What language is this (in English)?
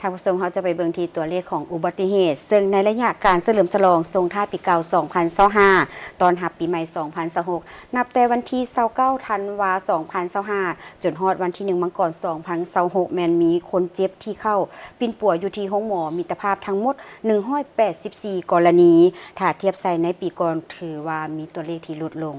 Lao